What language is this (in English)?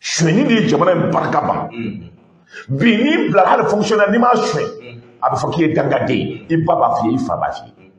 Bambara